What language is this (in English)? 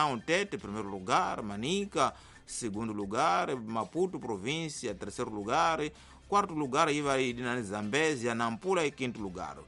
Tsonga